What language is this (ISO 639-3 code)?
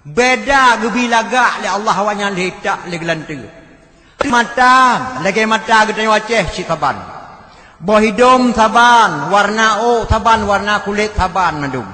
ace